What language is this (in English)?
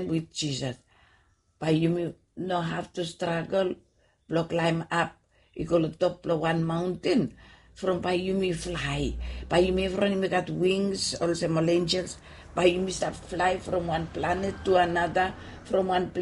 Bislama